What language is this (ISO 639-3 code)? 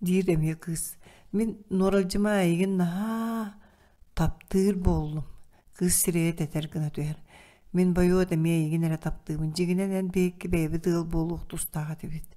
sah